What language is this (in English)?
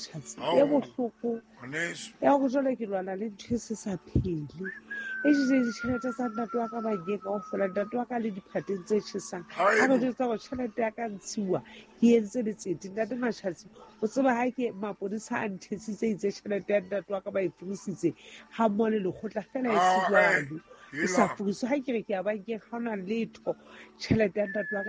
Southern Sotho